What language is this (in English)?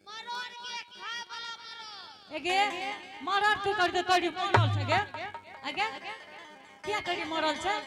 Angika